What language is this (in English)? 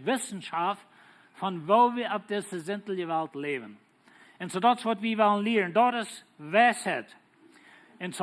Plautdietsch